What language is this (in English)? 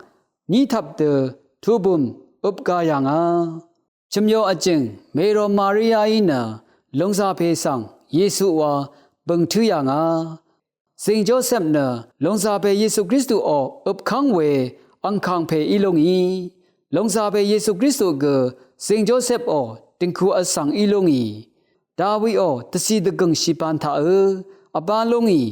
Rawang